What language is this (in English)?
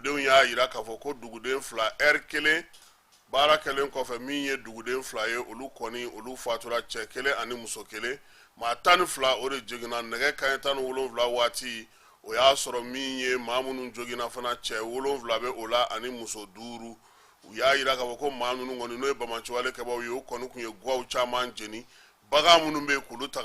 Bambara